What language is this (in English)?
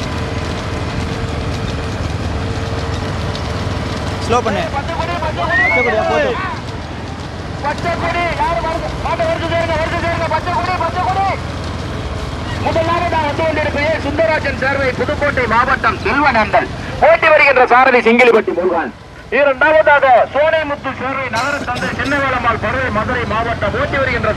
Tamil